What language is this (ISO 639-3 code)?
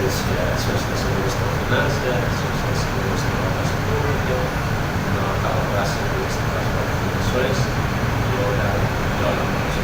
tet